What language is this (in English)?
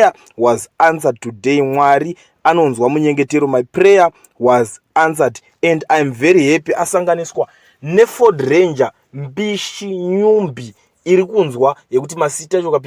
Shona